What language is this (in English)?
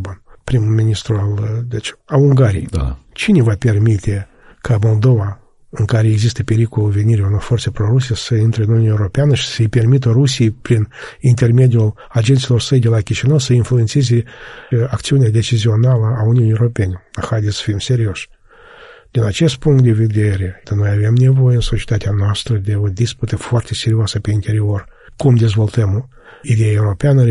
Romanian